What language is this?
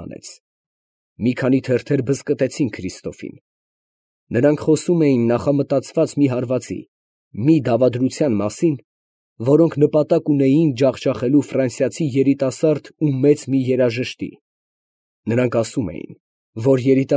Armenian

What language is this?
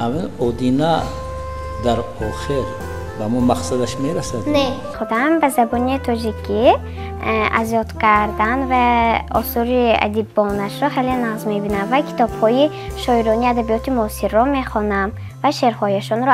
Tajik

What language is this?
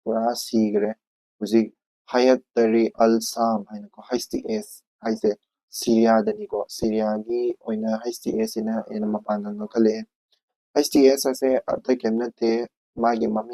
Manipuri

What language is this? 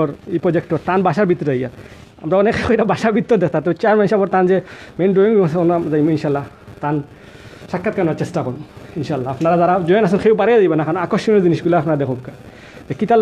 Sylheti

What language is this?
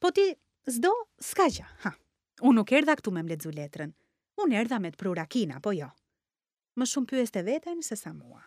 Albanian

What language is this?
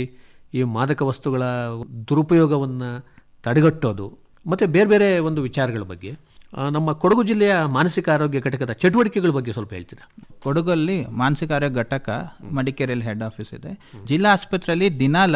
Kannada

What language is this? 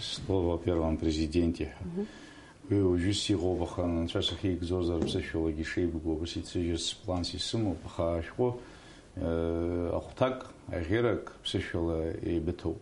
Abkhazian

